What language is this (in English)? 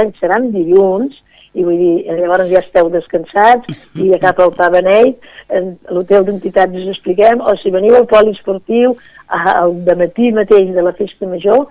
Catalan